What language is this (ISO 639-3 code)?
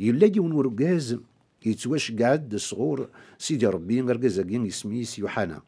kab